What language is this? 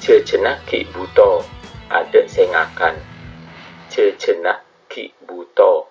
Madurese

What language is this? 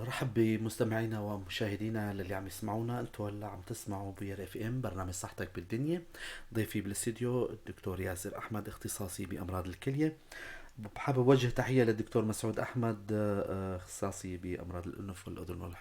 North Levantine Arabic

